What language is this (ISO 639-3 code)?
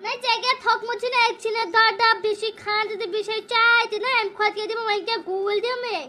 kas